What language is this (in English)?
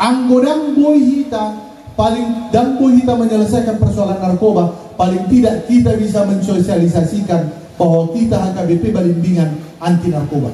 Batak Toba